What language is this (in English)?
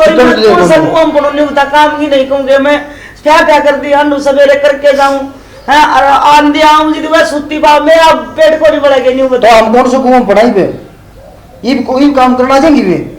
Haryanvi